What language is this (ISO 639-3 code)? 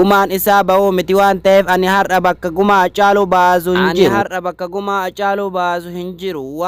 orm